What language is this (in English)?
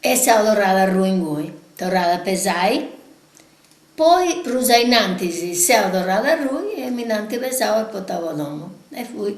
Sardinian